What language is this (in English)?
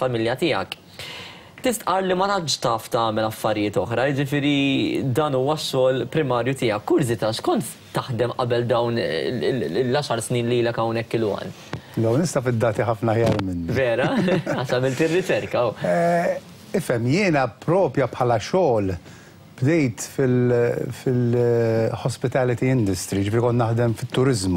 Maltese